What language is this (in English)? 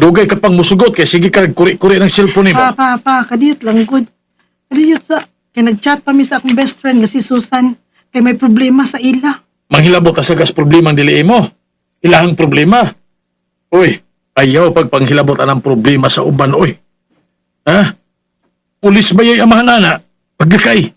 Cebuano